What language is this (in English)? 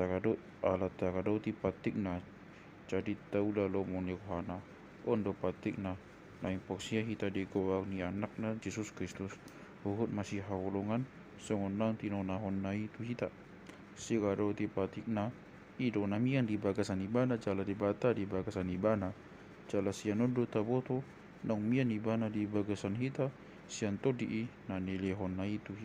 Batak Toba